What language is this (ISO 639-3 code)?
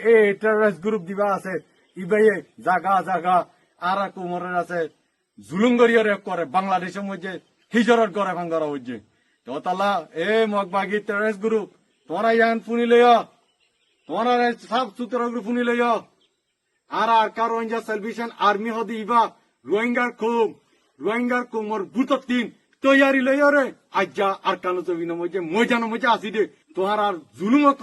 rhg